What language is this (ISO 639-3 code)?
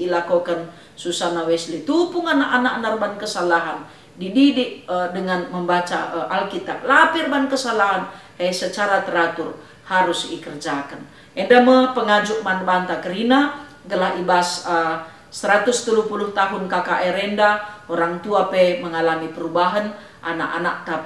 btx